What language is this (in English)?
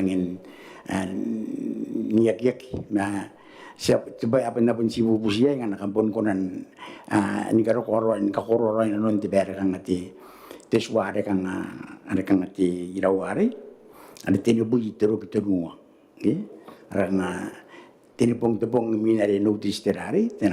Gilbertese